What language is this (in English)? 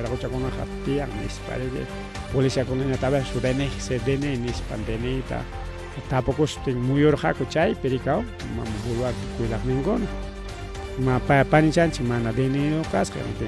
Ayacucho Quechua